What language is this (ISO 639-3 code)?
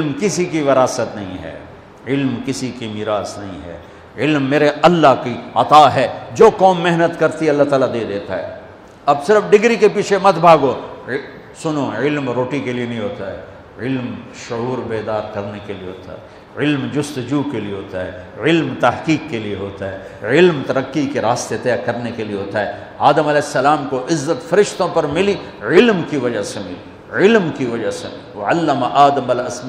urd